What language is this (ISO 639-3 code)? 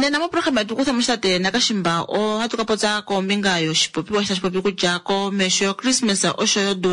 kua